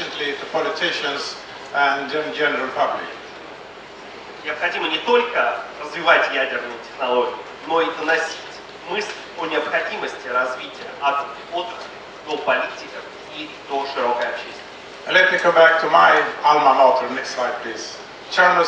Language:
Russian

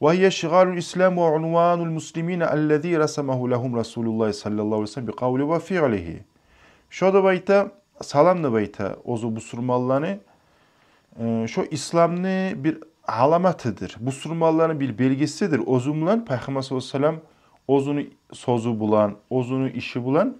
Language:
Kumyk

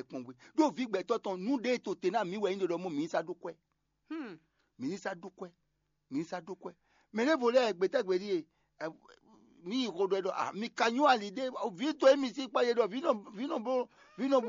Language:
Fon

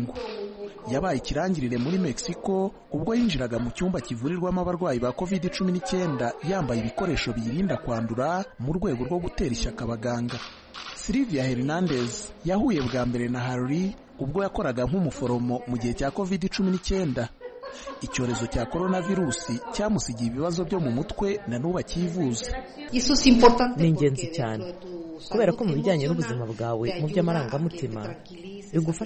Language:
Kinyarwanda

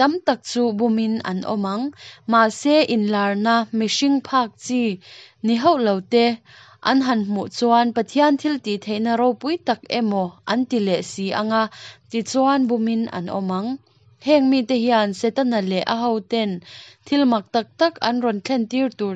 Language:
Mizo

